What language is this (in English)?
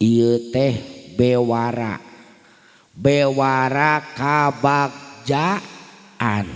Sundanese